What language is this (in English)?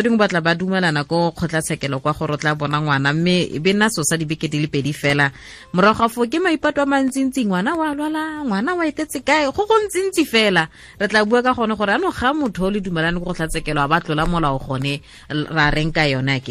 Tswana